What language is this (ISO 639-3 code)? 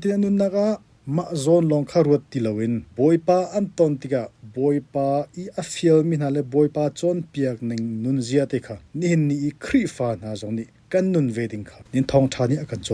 cnh